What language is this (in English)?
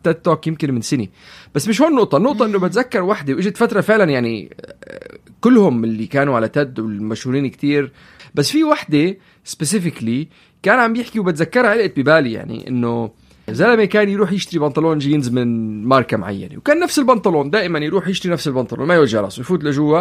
North Levantine Arabic